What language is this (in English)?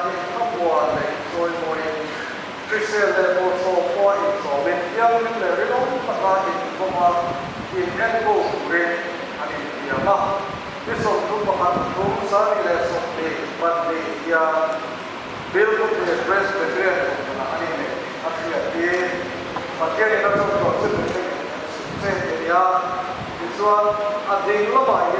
Mizo